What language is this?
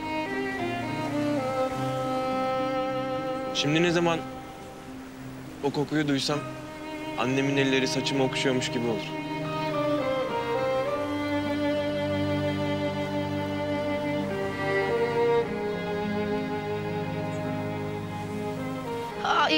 Turkish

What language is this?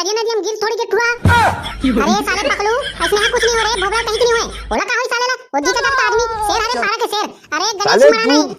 Chhattisgarhi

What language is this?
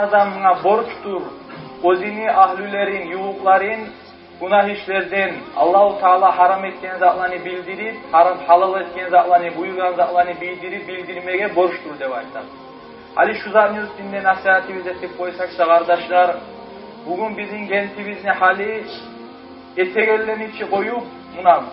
Kumyk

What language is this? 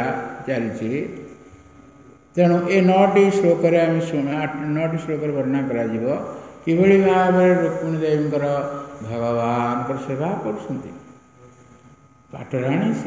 Odia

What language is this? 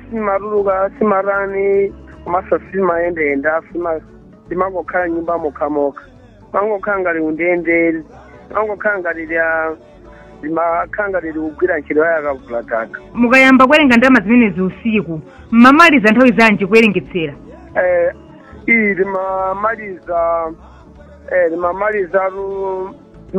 Nyanja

